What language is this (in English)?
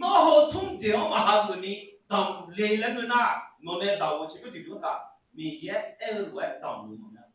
Akha